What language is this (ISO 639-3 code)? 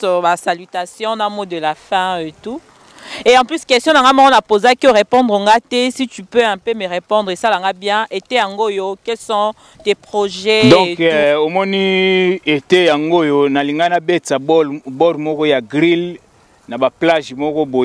lin